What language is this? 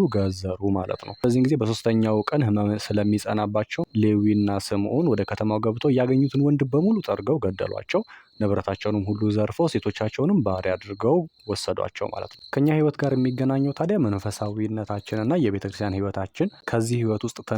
Amharic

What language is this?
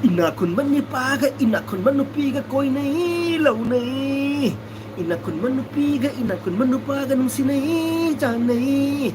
Manipuri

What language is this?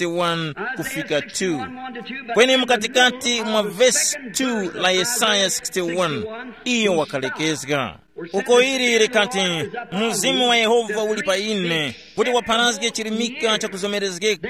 Tumbuka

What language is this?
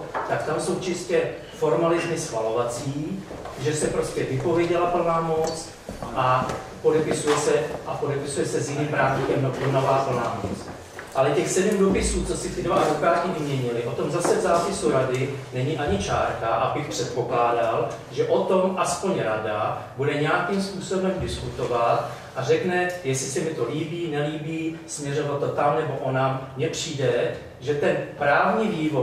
Czech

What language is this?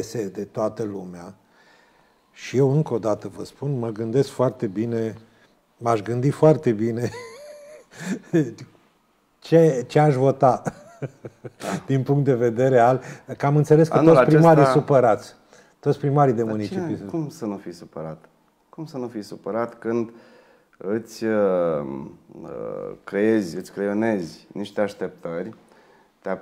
Romanian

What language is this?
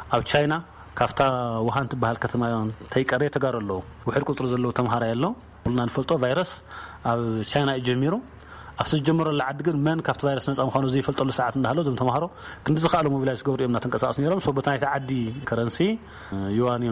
Tigrinya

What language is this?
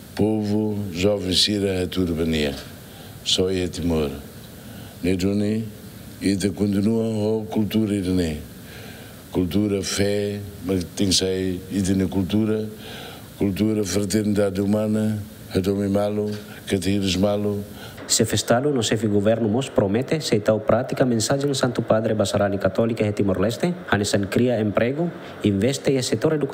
Tetum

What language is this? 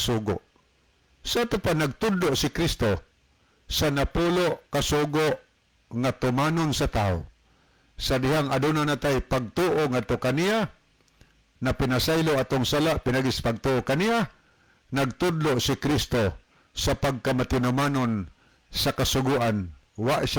Cebuano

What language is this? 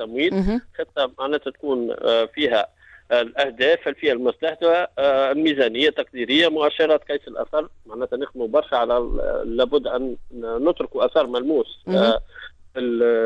Tunisian Arabic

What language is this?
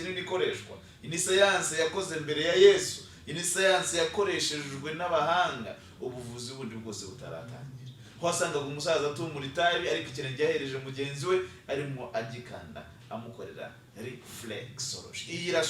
Kinyarwanda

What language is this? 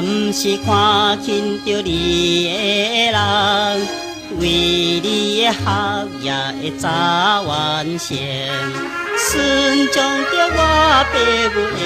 Min Nan Chinese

